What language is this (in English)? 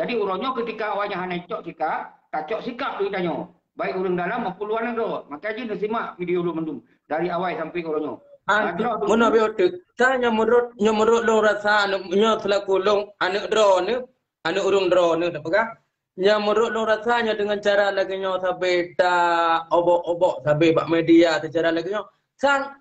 Achinese